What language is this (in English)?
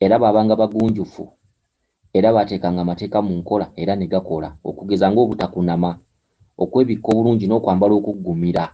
Ganda